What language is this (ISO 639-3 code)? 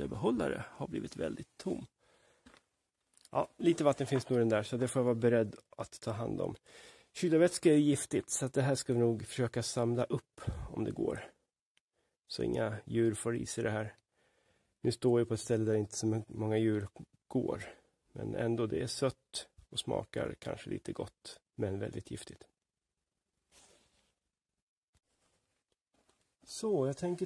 swe